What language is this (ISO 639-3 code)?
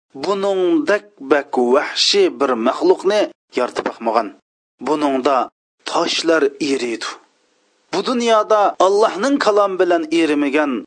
uig